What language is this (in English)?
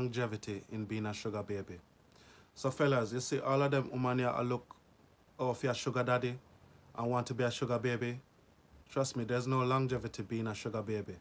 Jamaican Creole English